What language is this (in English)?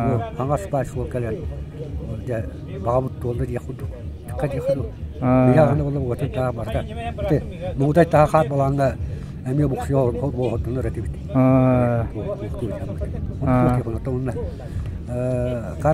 Yakut